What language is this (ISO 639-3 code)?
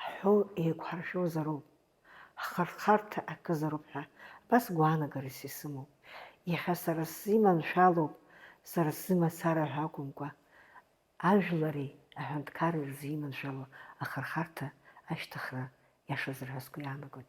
abk